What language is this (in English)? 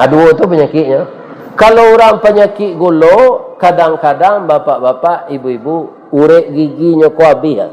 Minangkabau